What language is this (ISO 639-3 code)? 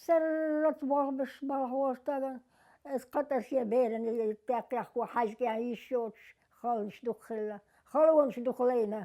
che